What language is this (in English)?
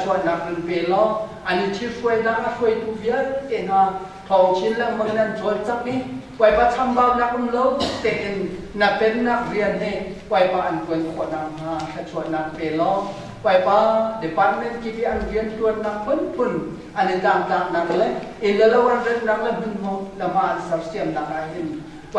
Hakha Chin